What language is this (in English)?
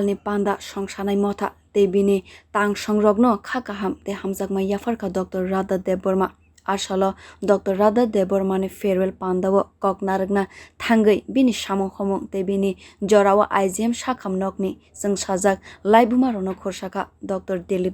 Kok Borok